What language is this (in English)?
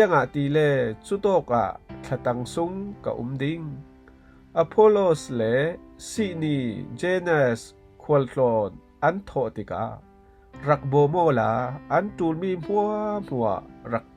Falam Chin